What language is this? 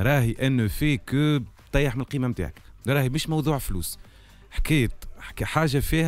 Tunisian Arabic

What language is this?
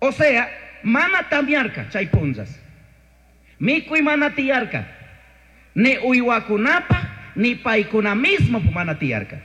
Chimborazo Highland Quichua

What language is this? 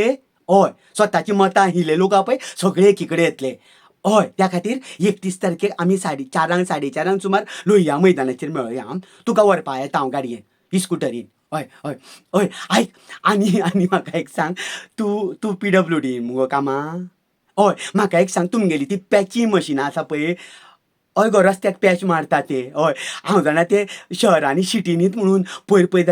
Konkani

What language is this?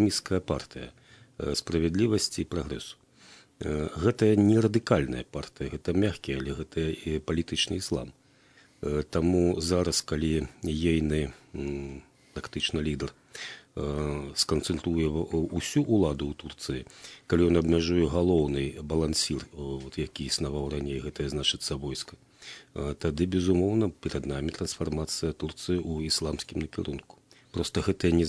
Belarusian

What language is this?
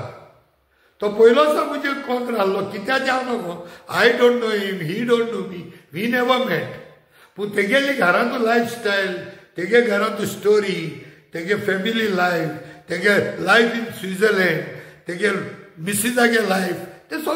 Konkani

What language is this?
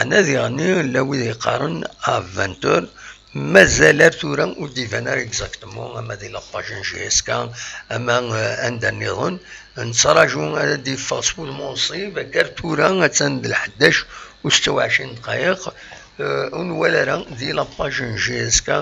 Kabyle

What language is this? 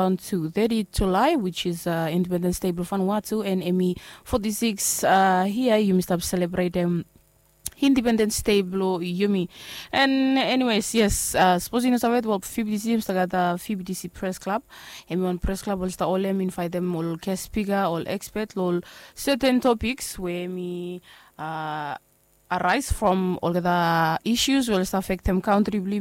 Bislama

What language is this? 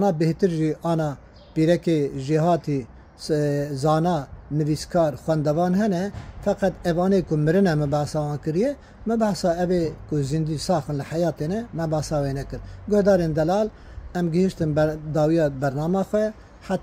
Kurdish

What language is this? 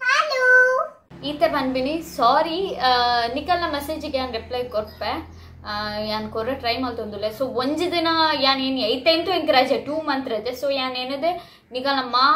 Tulu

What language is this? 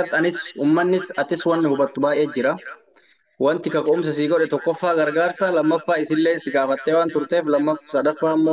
Oromo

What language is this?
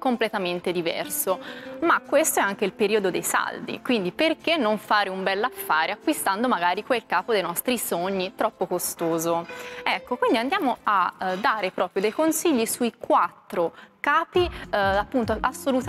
Italian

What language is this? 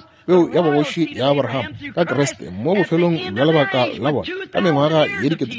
Northern Sotho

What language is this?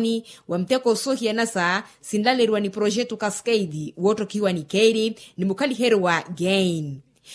Makhuwa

